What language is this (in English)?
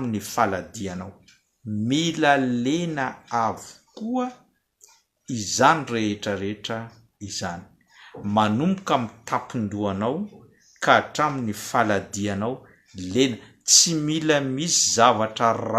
Malagasy